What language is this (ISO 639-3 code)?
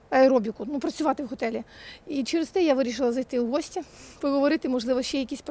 ukr